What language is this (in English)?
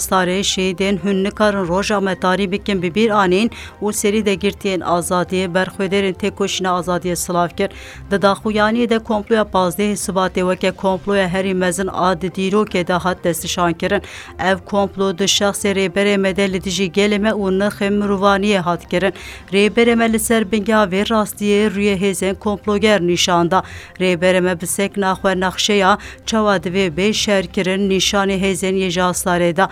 Kurdish